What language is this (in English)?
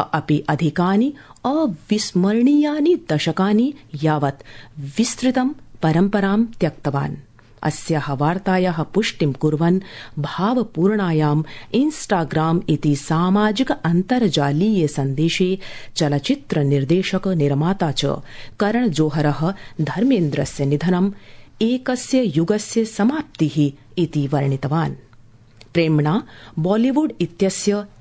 Sanskrit